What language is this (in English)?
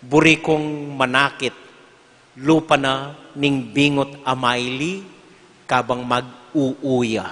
Pampanga